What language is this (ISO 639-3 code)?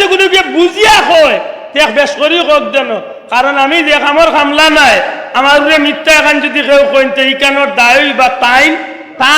syl